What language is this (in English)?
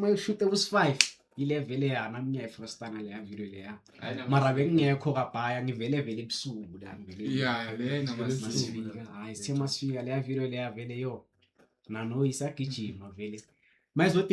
Zulu